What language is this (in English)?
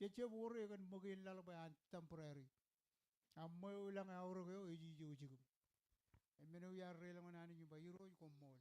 Marshallese